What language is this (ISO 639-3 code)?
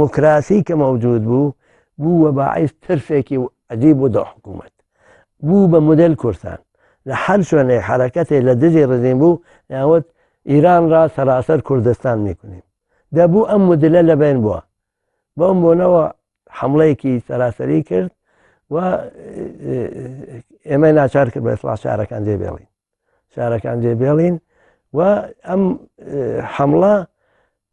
ckb